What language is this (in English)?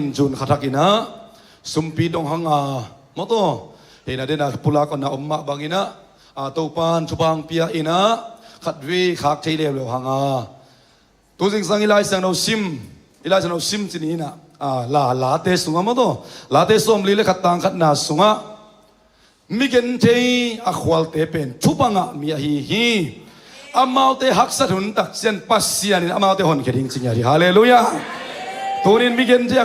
Tedim Chin